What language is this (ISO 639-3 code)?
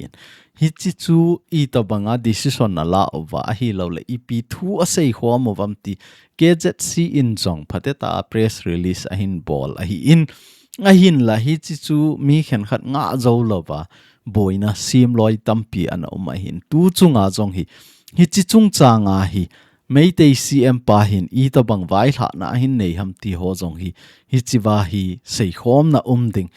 tcz